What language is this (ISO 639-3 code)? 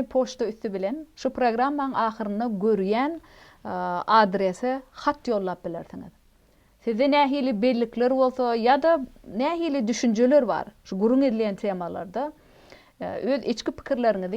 tuk